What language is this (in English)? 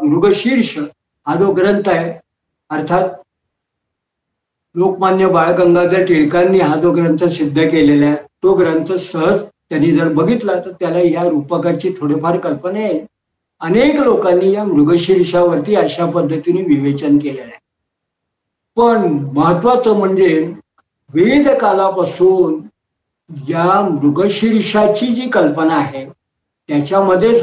Marathi